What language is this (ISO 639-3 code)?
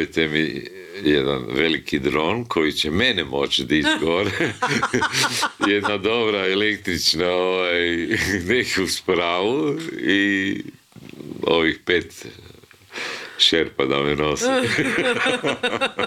hrv